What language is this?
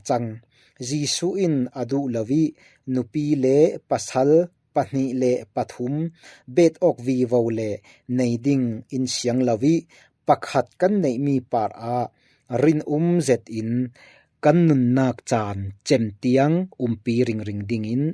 Falam Chin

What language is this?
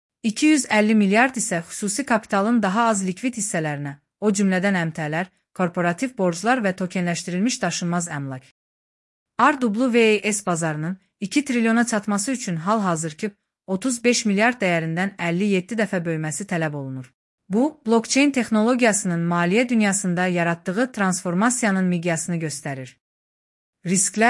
Azerbaijani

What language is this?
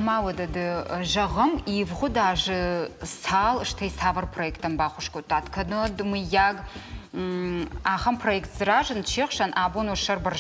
Ossetic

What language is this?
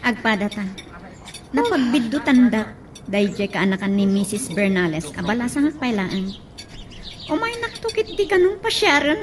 Iloko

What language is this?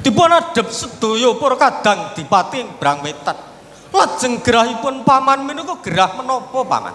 Javanese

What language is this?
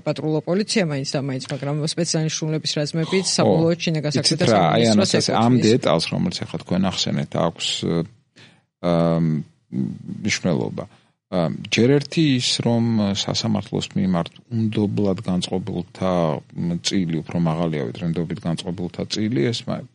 Georgian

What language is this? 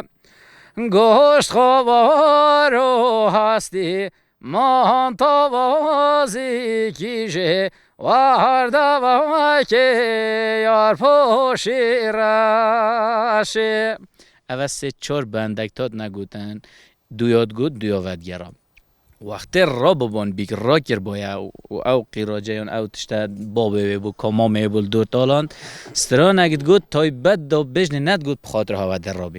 Kurdish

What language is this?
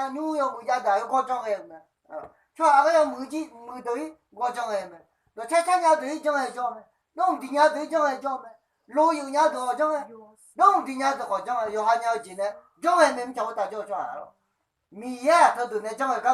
Akha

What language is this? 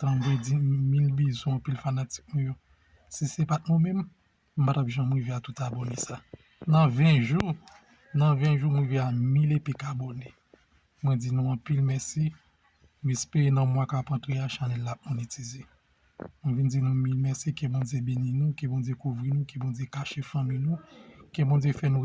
Haitian Creole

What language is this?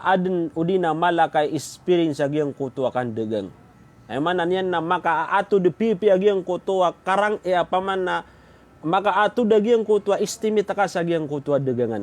Maranao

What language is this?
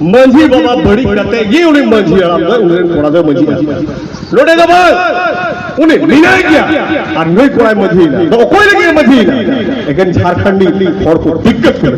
Santali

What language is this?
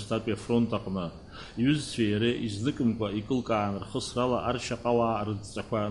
Abkhazian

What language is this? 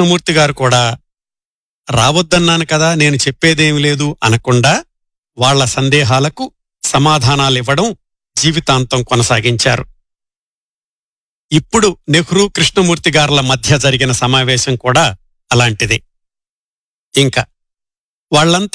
Telugu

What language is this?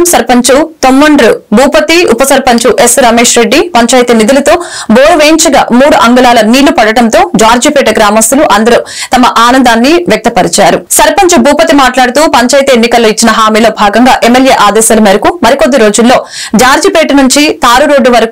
Telugu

